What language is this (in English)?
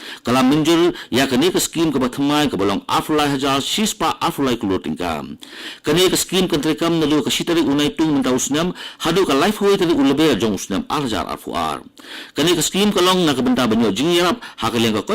Khasi